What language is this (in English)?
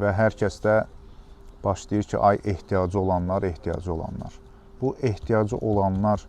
Azerbaijani